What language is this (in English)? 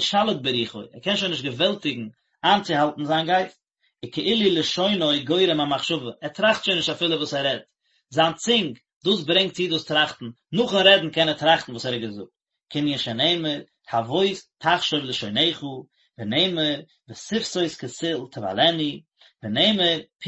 Yiddish